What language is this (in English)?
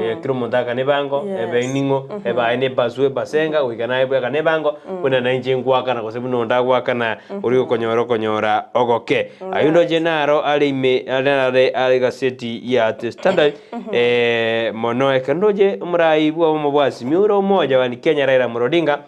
Gusii